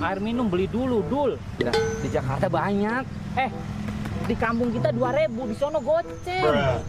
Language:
Betawi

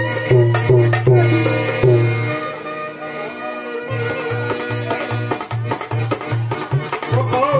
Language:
Telugu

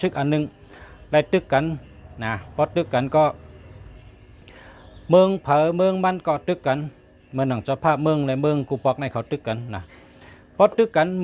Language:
Shan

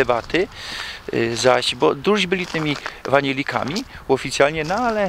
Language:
Silesian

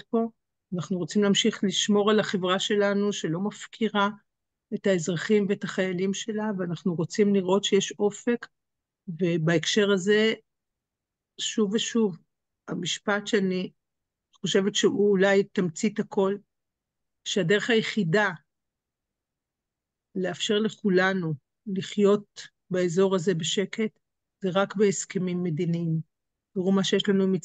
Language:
Hebrew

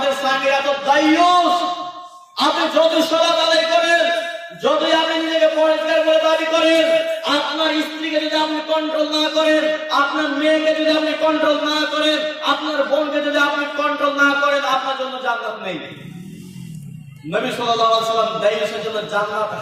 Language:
Bangla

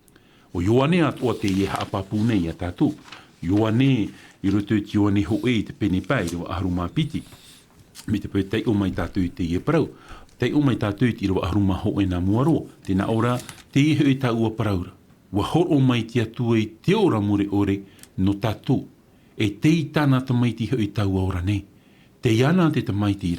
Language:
Tahitian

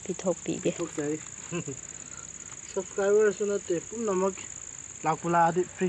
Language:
Manipuri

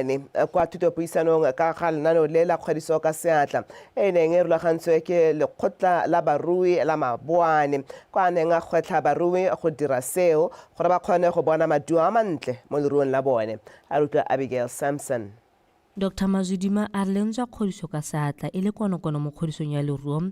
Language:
Tswana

